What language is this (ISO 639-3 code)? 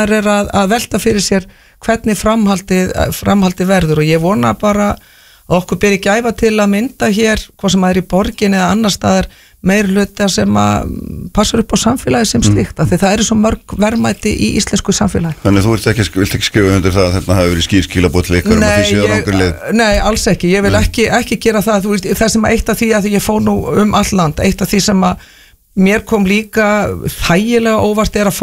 isl